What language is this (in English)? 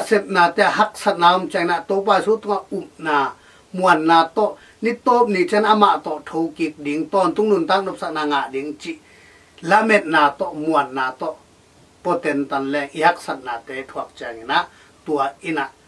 Tedim Chin